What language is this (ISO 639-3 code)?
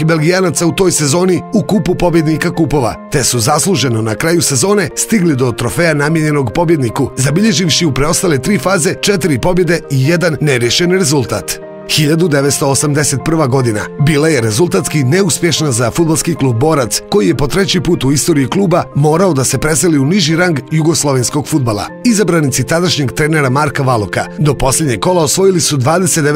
srp